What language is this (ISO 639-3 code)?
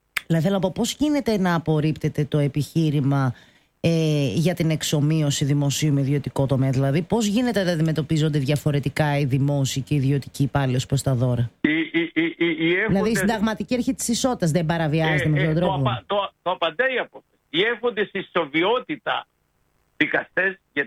ell